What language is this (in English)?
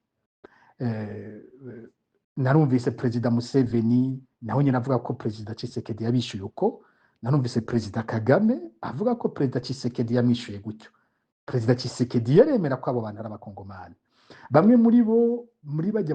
Rundi